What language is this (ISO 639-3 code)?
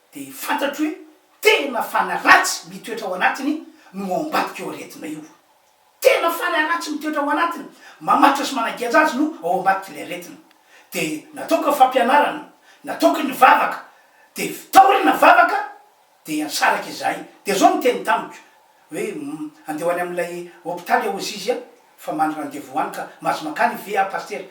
mlg